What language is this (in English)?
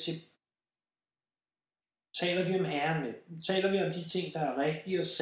Danish